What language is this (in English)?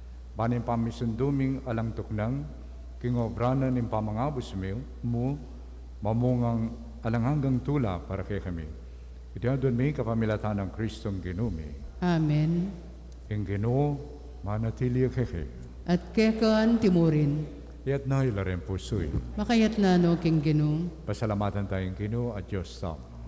Pampanga